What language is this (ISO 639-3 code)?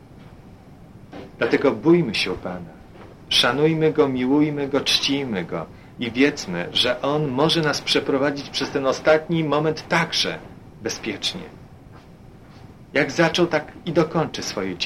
pol